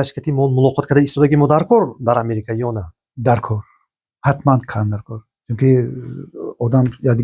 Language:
Tajik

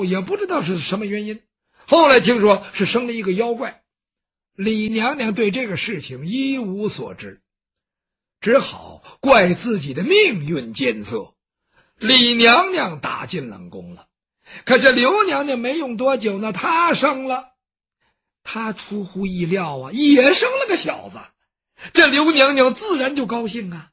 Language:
Chinese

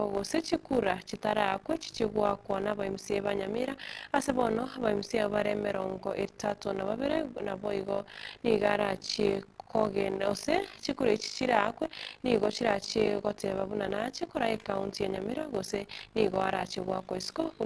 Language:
Gusii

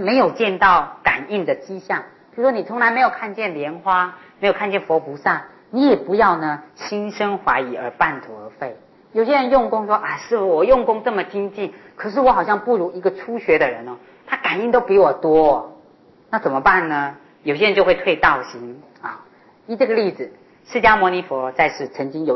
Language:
Chinese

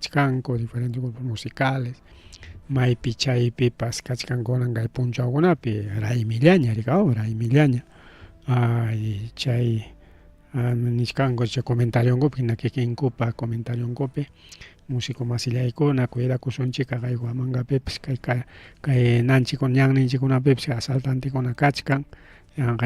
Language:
Ayacucho Quechua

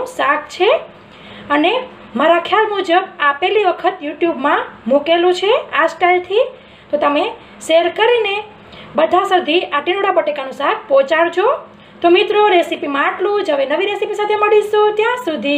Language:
Gujarati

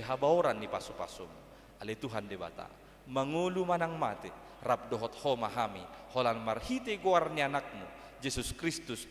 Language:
Batak Toba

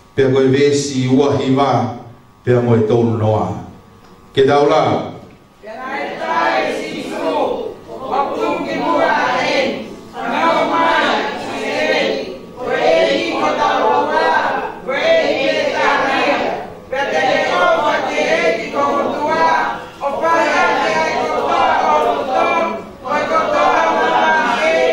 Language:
Tongan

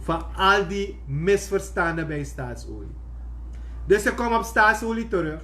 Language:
Sranan Tongo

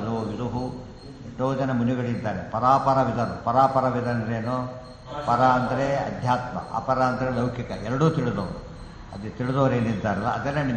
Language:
Kannada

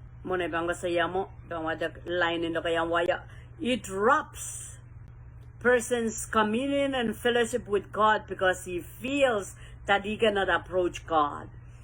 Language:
Pohnpeian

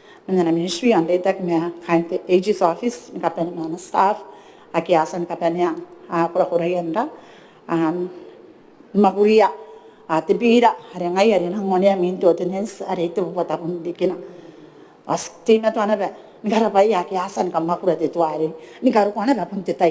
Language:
Gilbertese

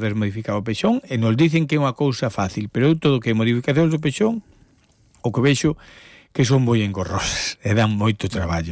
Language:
Galician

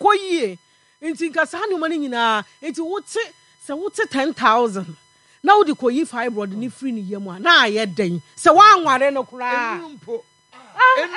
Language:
Akan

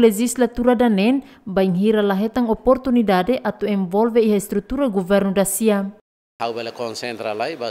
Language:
Tetum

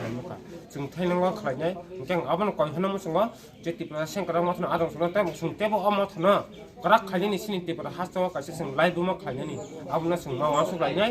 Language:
Kok Borok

